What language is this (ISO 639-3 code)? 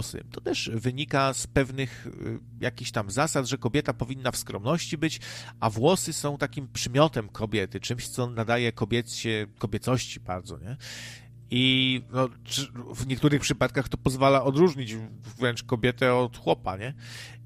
pol